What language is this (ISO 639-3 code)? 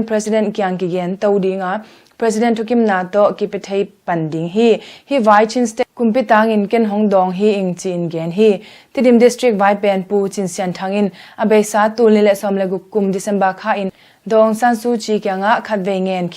ctd